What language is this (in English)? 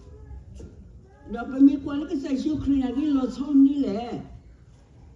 S'gaw Karen